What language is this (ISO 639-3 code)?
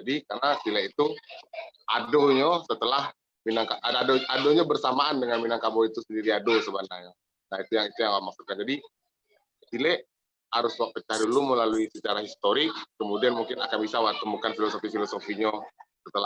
min